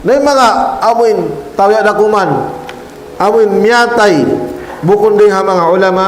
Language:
Tausug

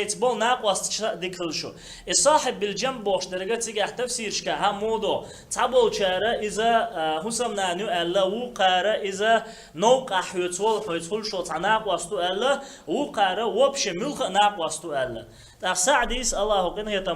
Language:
Chechen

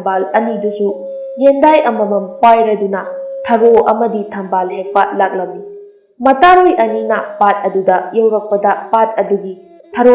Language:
Manipuri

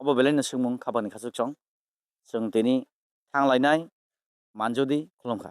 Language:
Kok Borok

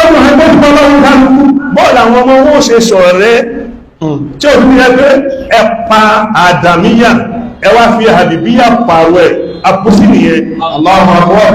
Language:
Yoruba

